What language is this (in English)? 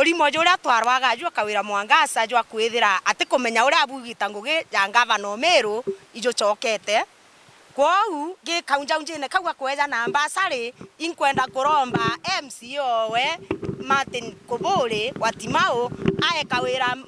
Meru